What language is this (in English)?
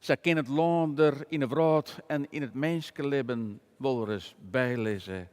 Western Frisian